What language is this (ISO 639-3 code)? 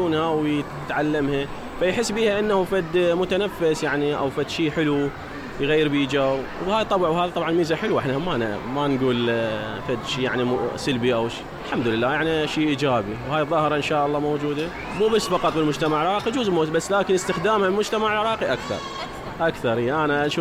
acm